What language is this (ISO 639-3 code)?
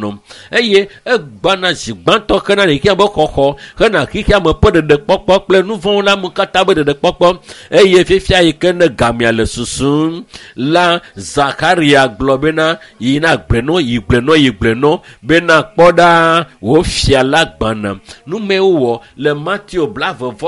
ewe